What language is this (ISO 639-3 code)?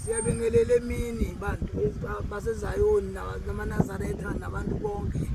zul